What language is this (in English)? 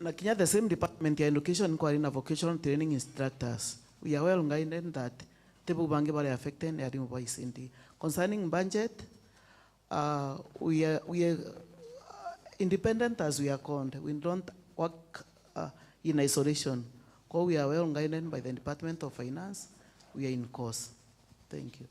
Meru